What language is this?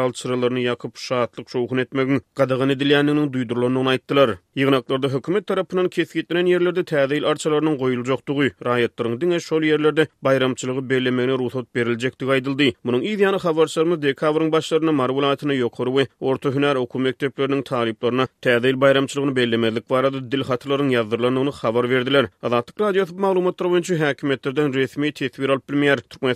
Turkmen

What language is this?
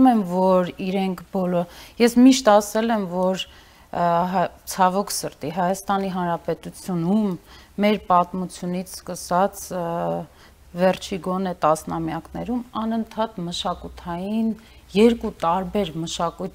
Armenian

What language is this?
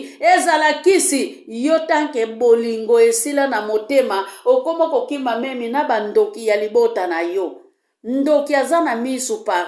Lingala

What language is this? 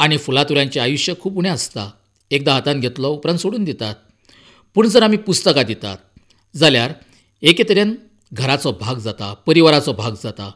Konkani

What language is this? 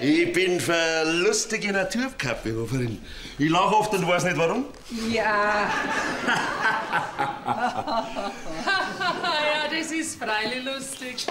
Bavarian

